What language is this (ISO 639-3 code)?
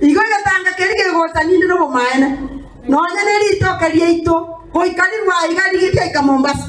guz